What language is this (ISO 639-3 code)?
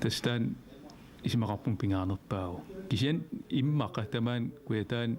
kal